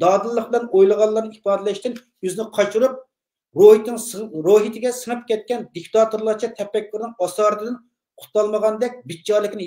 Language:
Uyghur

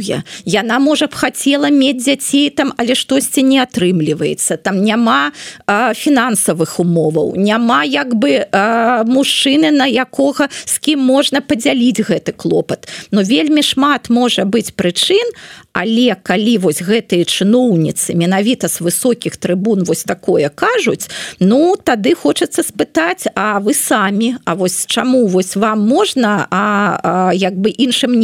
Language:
Belarusian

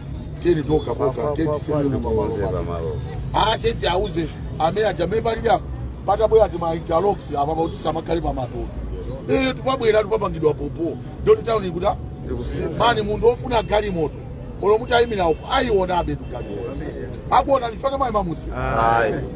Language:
Nyanja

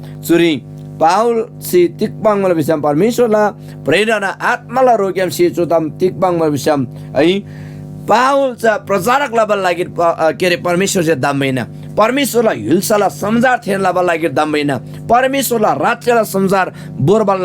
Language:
Eastern Tamang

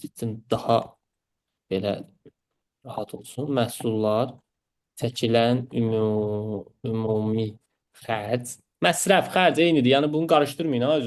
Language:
Azerbaijani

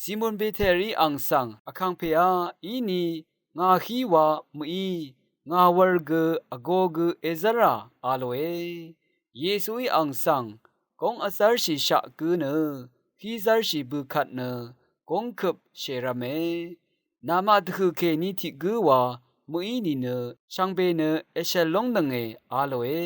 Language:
Rawang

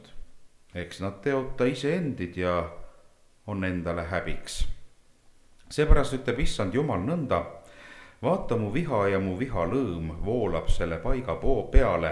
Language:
Estonian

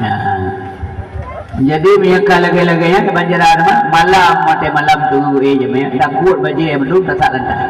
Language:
Achinese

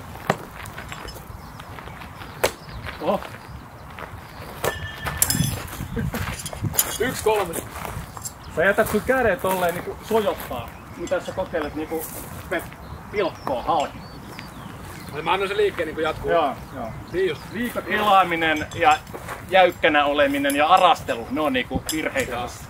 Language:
Finnish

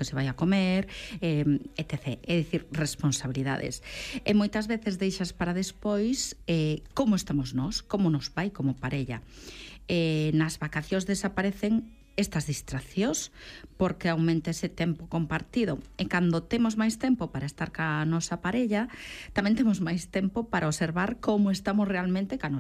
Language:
Galician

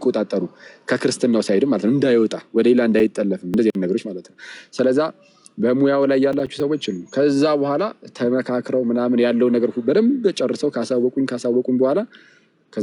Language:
Amharic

